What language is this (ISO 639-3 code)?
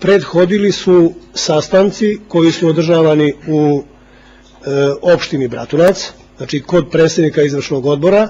srp